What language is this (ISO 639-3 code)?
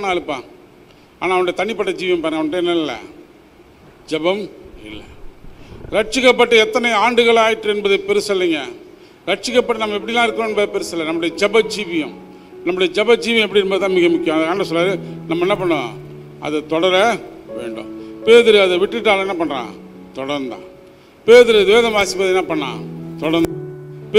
tam